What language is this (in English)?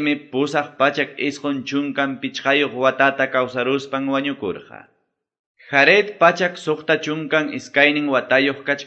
Quechua